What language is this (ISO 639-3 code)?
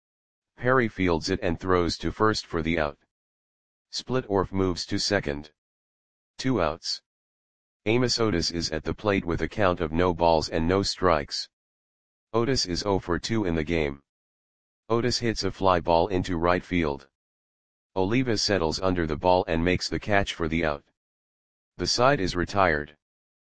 eng